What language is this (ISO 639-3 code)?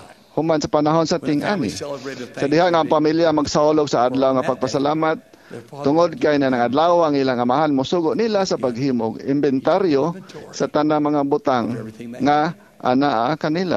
ceb